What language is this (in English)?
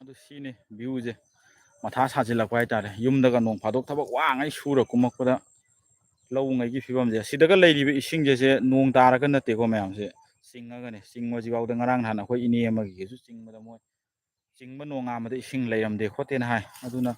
Manipuri